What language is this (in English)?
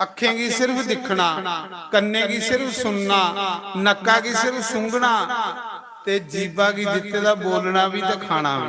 Dogri